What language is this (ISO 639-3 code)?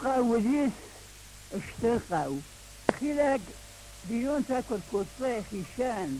oss